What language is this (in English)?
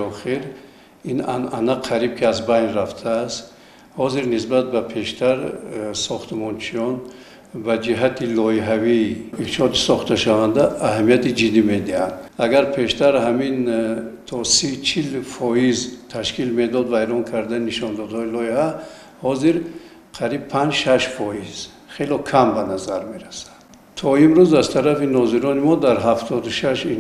Tajik